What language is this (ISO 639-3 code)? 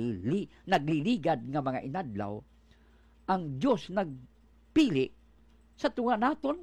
hil